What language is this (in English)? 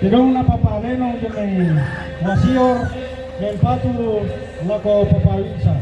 Toraja-Sa'dan